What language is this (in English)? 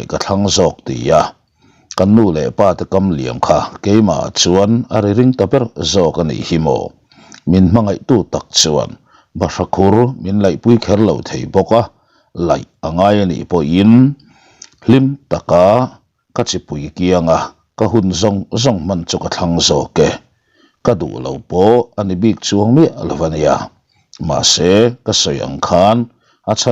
Mizo